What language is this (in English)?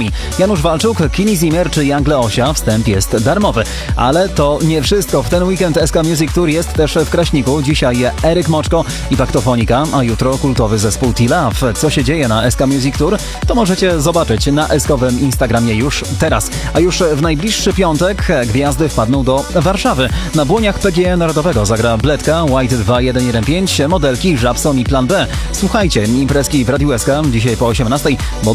Polish